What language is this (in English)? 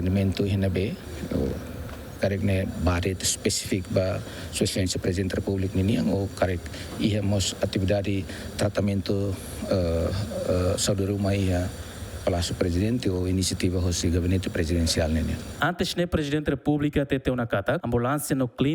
Tetum